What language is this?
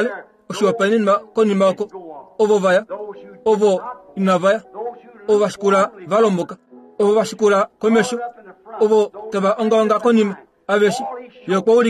Kuanyama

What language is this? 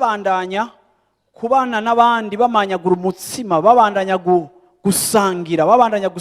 Rundi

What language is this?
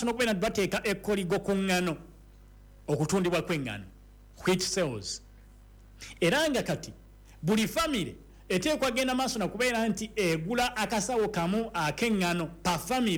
Ganda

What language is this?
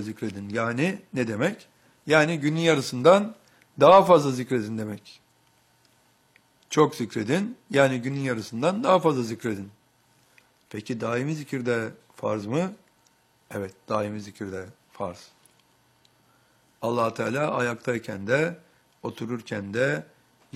Turkish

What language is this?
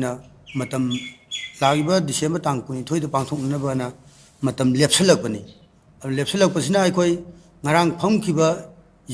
Manipuri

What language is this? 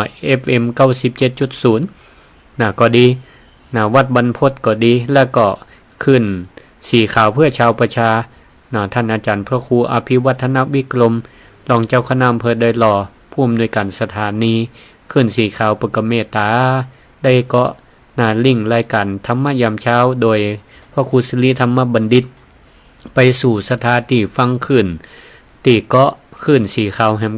Northern Thai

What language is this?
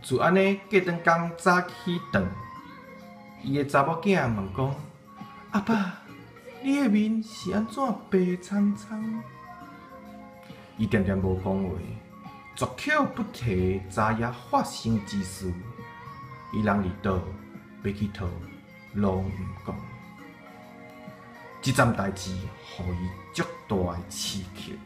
Min Nan Chinese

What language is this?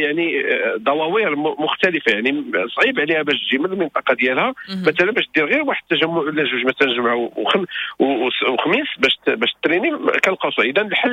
Moroccan Arabic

